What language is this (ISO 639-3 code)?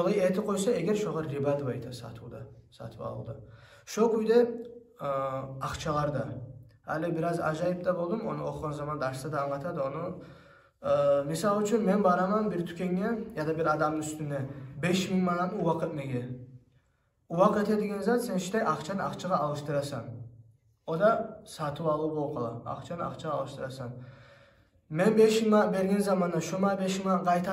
kum